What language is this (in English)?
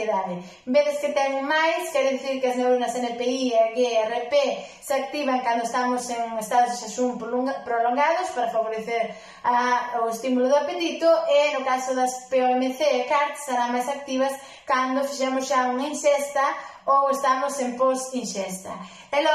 Galician